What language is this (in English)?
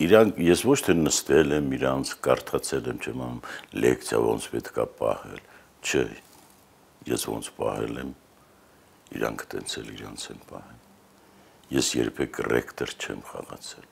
Armenian